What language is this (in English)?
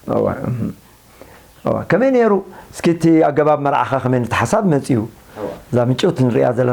Tigrinya